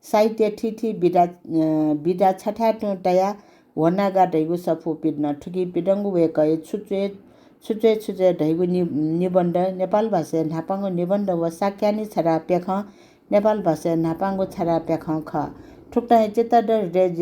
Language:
Newari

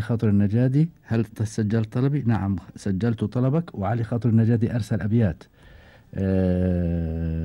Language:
Gulf Arabic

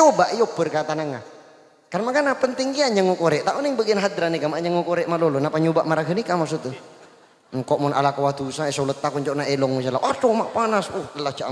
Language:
Madurese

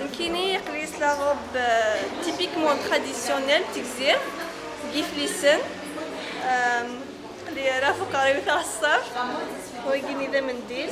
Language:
Kabyle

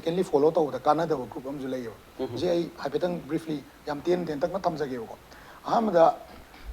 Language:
Manipuri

